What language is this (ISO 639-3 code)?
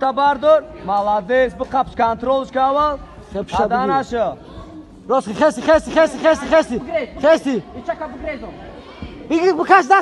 tgk